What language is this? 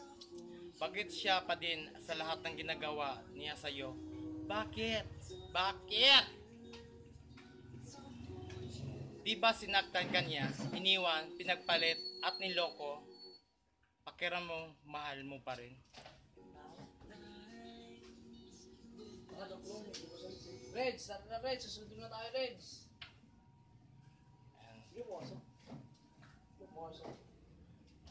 Filipino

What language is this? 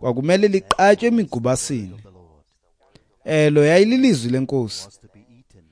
Xhosa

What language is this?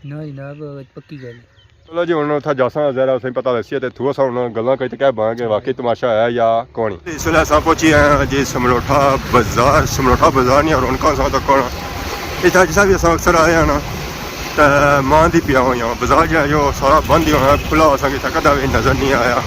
Pahari-Potwari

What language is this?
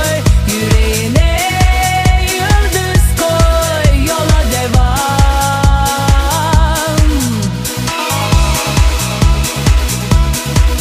Turkish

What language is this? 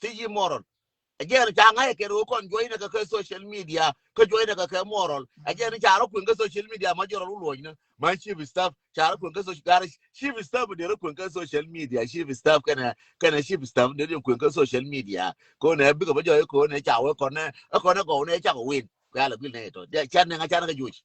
Nuer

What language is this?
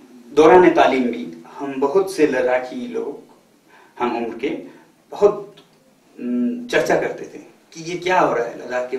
Hindi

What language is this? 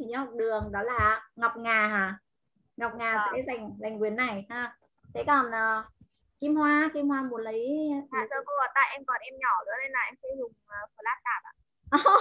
Vietnamese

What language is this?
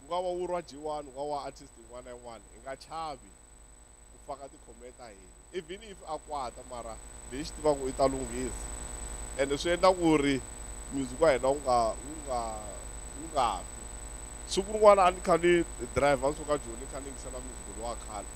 Tsonga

